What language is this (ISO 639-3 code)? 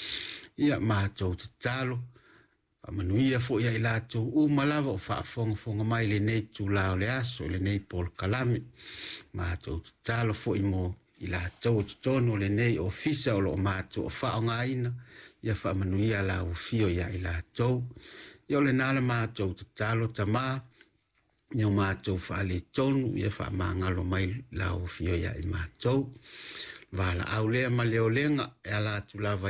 smo